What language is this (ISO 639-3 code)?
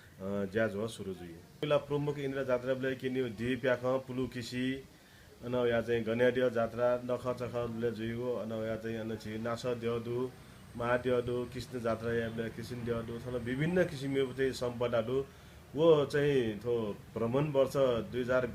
new